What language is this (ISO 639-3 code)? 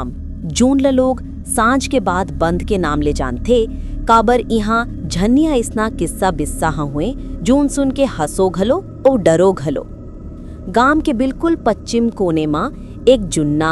hne